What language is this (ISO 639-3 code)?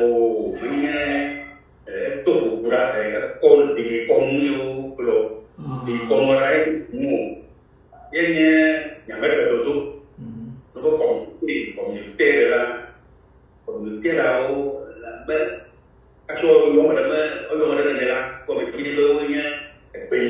ewe